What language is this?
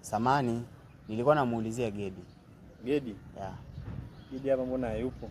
Swahili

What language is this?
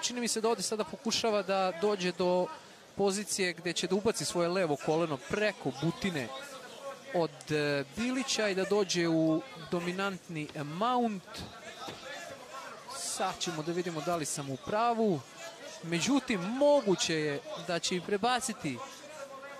Serbian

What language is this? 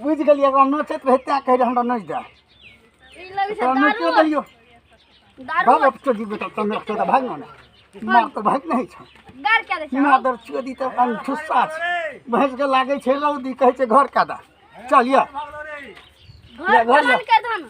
Maithili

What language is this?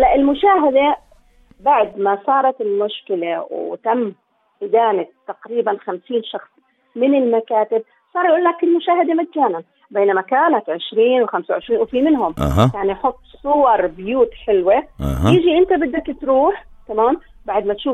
North Levantine Arabic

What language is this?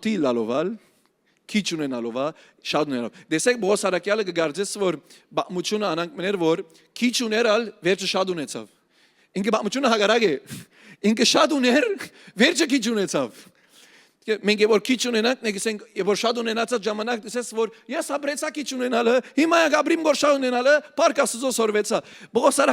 Western Armenian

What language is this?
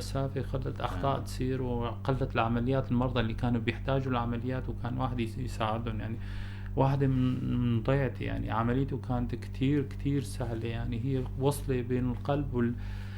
North Levantine Arabic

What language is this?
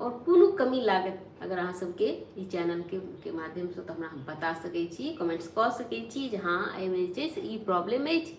Maithili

